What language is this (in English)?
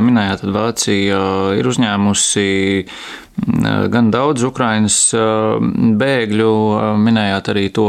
Latvian